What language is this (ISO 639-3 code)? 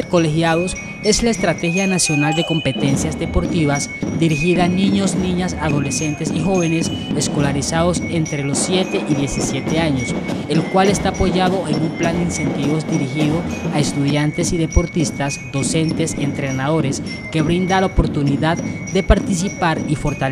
spa